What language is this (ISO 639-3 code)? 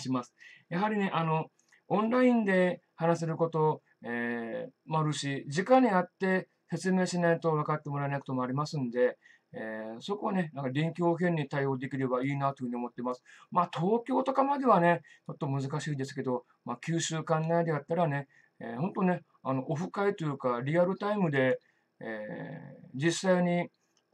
jpn